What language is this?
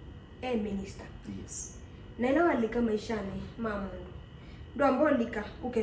Kamba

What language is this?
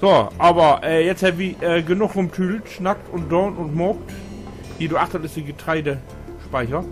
Low German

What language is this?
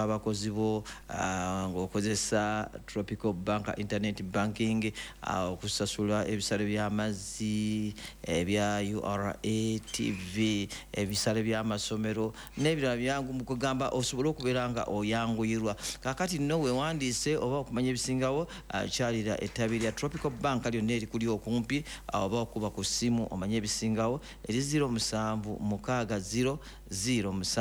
Ganda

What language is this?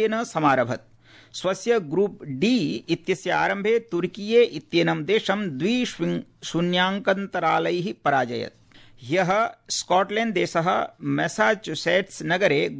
Sanskrit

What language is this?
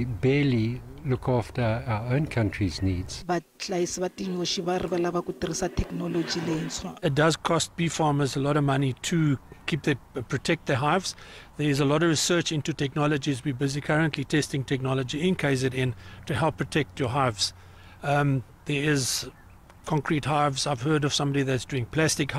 Tsonga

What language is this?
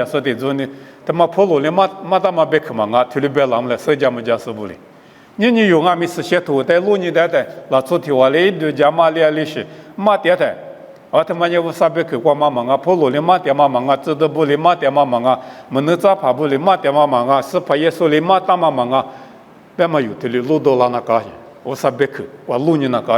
Lisu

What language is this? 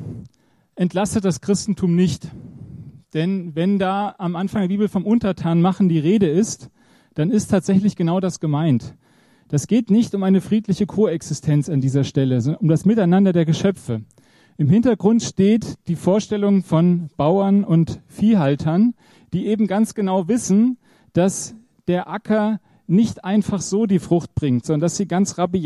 German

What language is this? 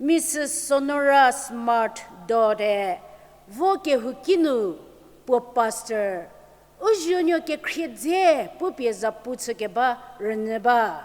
Angami Naga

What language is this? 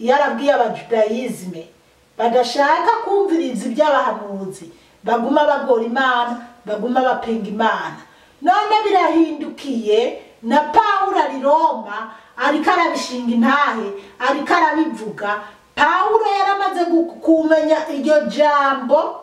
Rundi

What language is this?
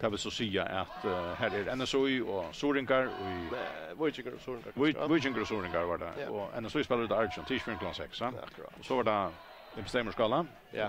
Faroese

